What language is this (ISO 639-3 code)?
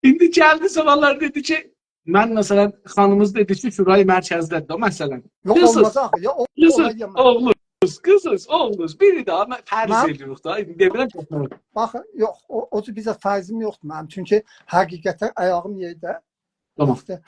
azb